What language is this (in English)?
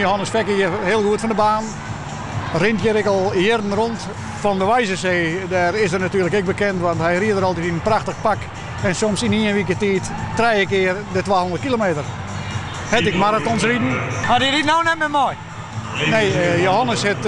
Western Frisian